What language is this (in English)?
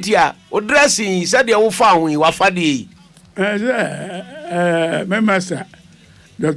Akan